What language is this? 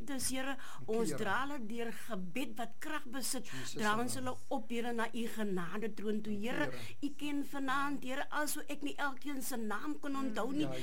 Afrikaans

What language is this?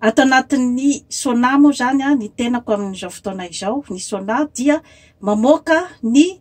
Malagasy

